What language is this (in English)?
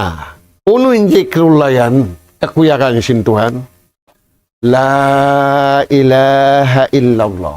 Tausug